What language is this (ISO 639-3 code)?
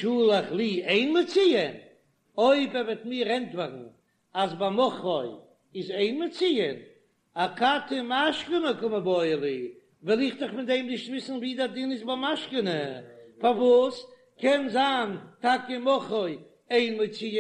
yid